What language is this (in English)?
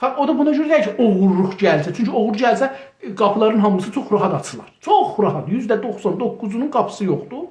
South Azerbaijani